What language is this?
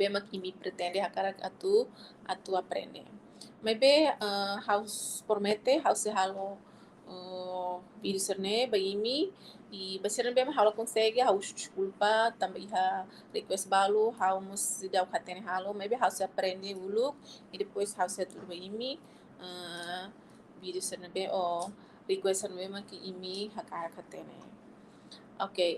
Tetum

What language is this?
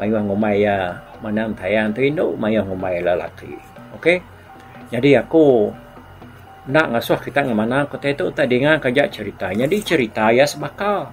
Iban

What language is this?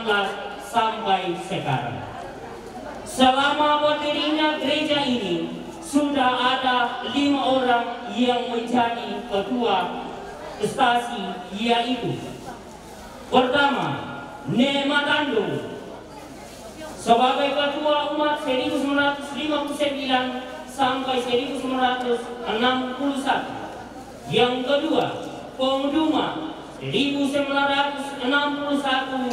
Indonesian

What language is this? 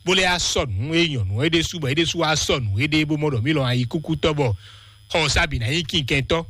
Fon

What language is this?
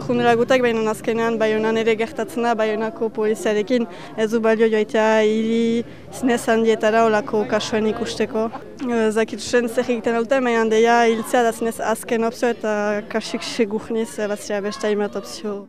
Basque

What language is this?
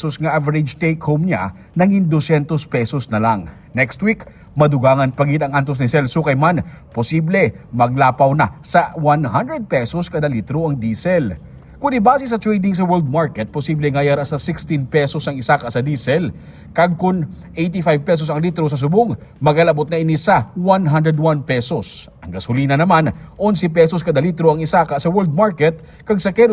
Hiligaynon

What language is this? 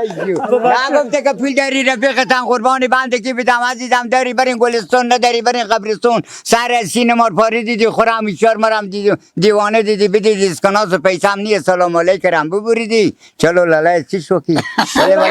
Persian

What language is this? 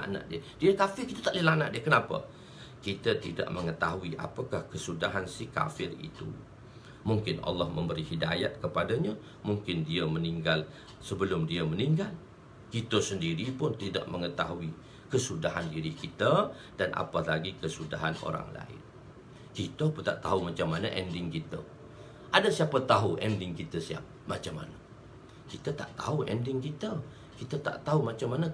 Malay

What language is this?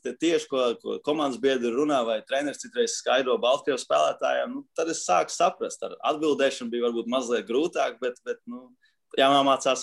Latvian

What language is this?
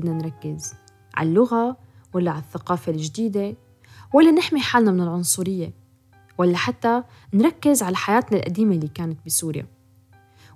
North Levantine Arabic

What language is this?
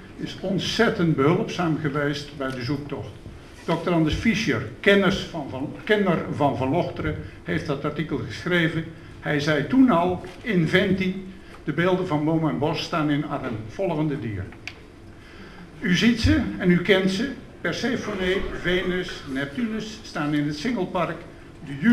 Dutch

